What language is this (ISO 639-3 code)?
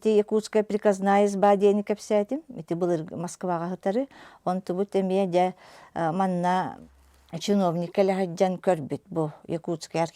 sah